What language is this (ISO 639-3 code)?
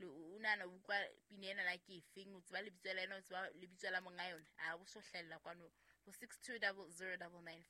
sot